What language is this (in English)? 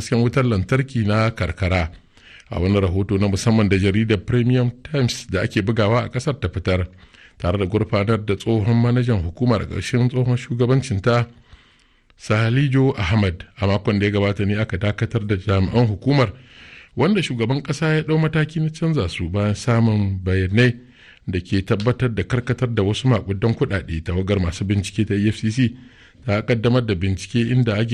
Hausa